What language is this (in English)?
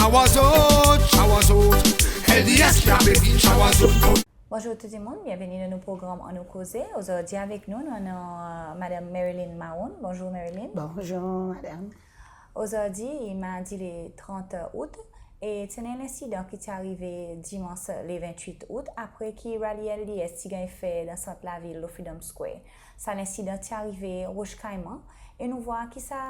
Seselwa Creole French